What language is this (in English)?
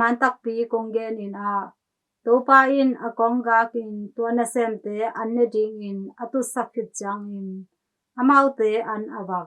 Tedim Chin